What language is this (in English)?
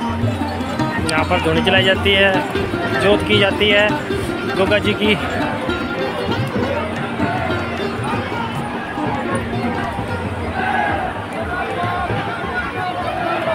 Hindi